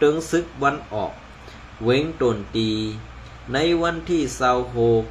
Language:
Shan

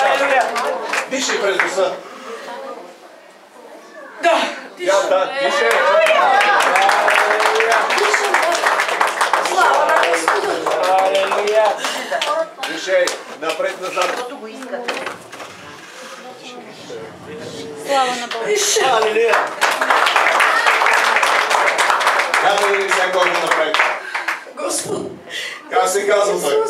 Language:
Bulgarian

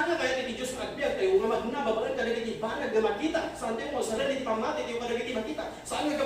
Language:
Iloko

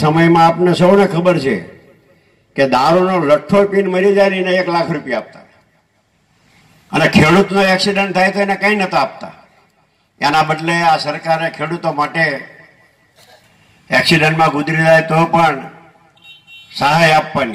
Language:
Gujarati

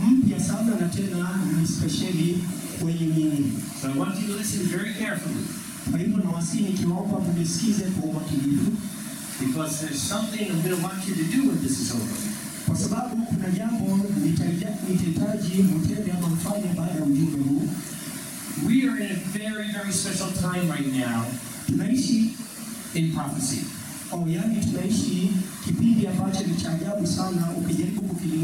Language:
Swahili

